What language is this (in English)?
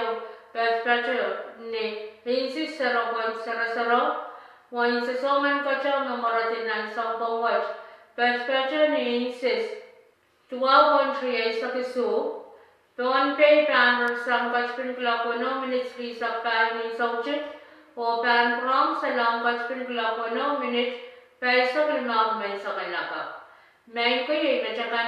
Pohnpeian